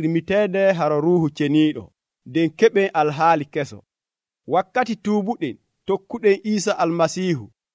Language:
Nigerian Fulfulde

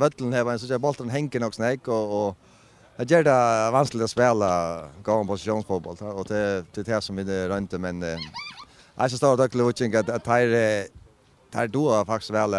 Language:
Faroese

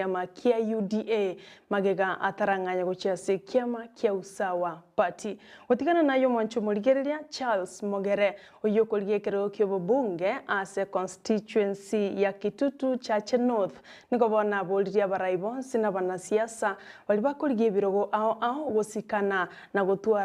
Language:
Gusii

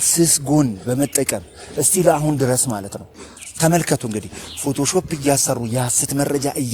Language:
Amharic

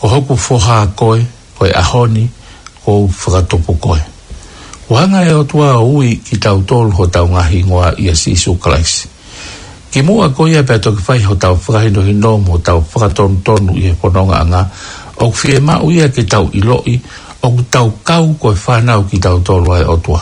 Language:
Tongan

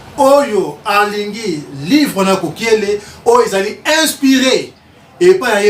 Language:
Lingala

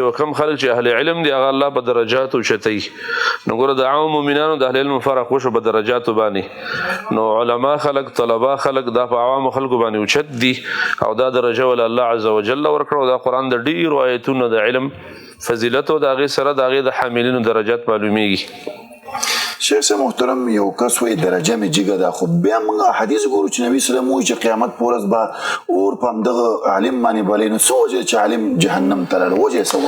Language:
Pashto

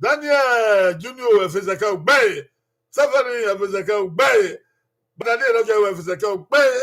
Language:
Bini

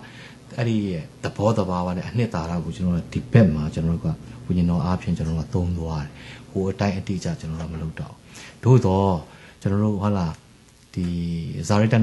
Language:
Burmese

